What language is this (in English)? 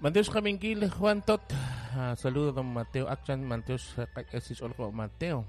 Kekchí